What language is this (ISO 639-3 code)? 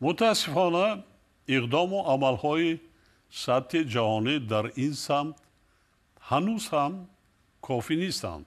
tgk